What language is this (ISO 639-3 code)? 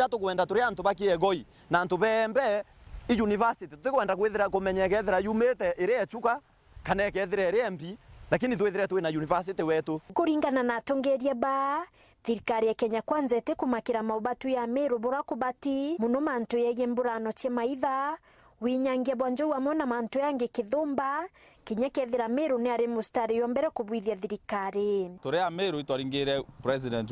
mer